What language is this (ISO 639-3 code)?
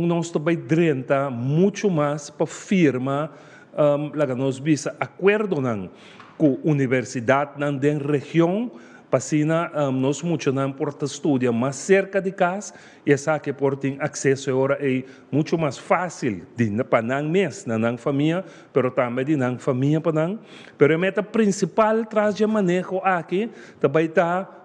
pap